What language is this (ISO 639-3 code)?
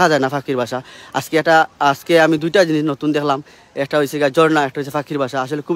syl